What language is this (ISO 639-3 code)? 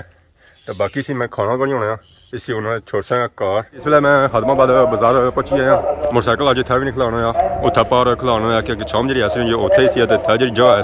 phr